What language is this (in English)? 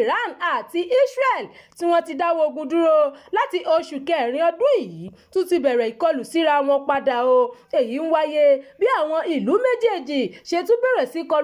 Yoruba